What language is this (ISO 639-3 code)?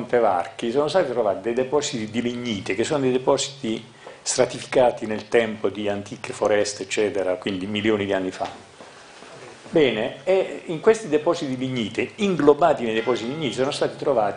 ita